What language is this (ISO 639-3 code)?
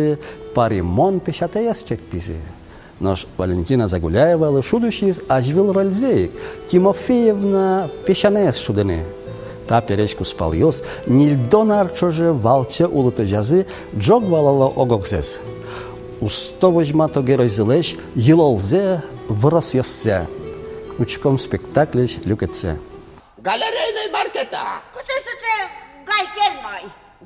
udm